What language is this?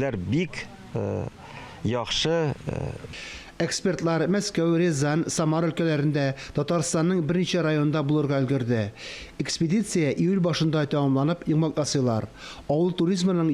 Tatar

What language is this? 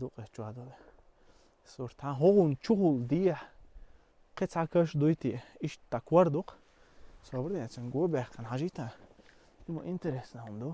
Chechen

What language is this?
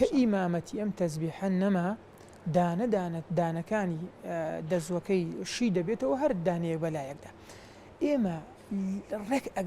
Central Kurdish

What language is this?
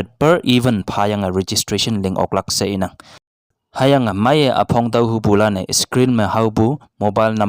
Konyak Naga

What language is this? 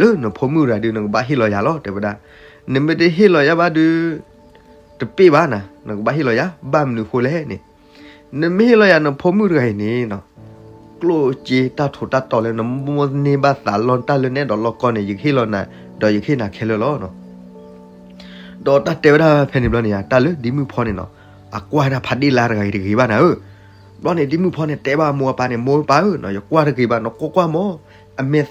S'gaw Karen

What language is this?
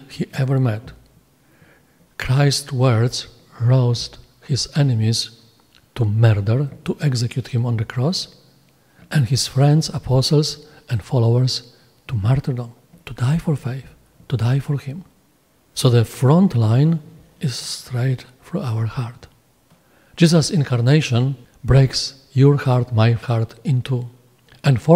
English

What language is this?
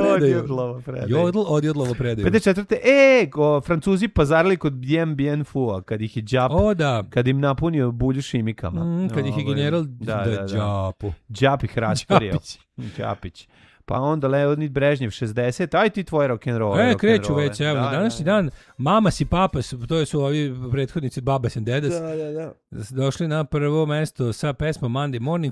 Serbian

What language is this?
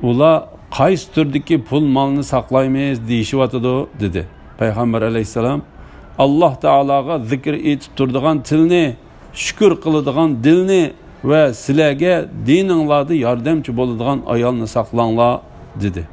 Uyghur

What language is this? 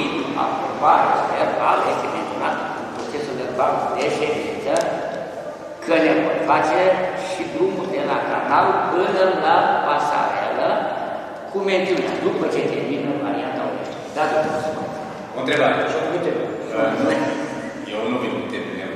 Romanian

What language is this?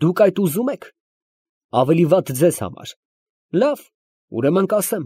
Armenian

